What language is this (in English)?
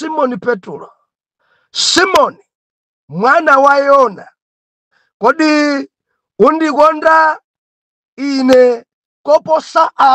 Nyanja